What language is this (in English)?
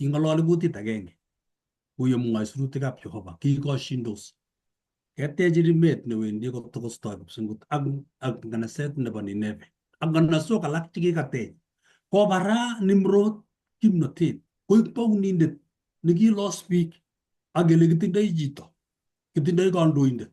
Kalenjin